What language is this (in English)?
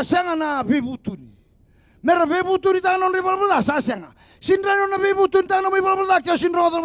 Fijian